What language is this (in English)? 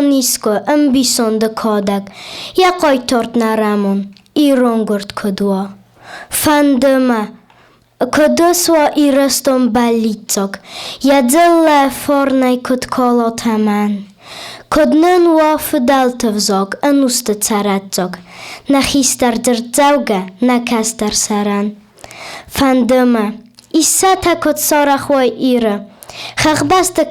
Ossetic